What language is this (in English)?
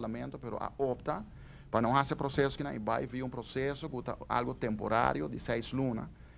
Papiamento